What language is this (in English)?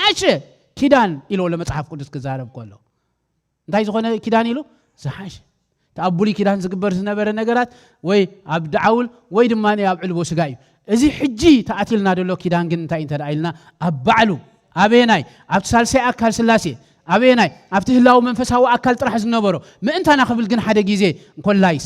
Tigrinya